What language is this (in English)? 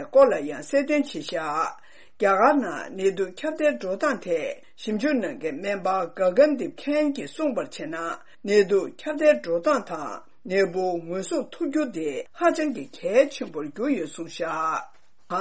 Tibetan